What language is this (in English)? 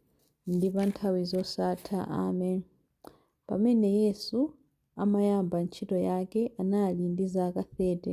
Nyanja